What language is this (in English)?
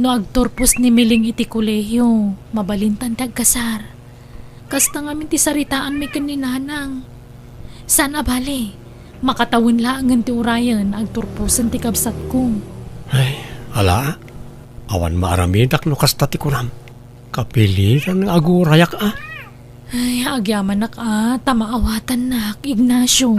Iloko